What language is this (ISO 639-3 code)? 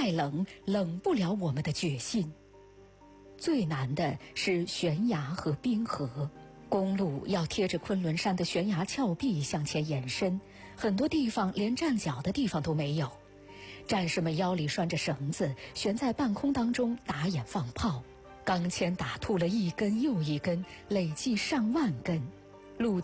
zho